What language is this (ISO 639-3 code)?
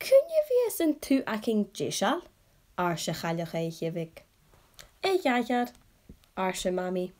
gla